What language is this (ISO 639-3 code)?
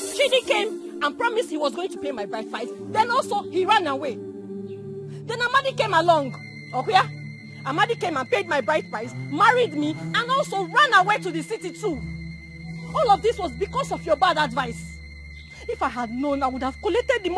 pcm